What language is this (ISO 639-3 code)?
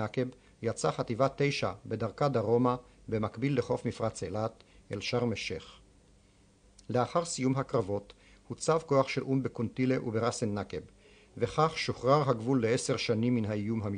heb